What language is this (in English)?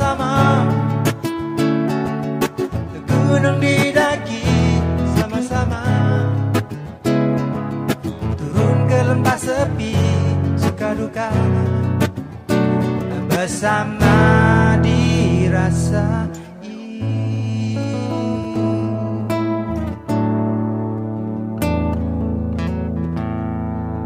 Malay